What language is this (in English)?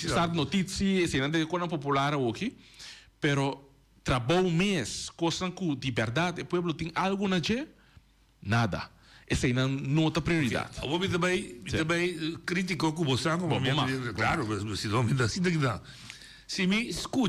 Papiamento